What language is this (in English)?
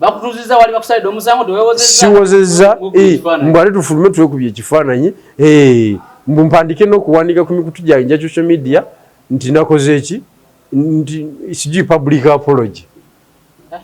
Ganda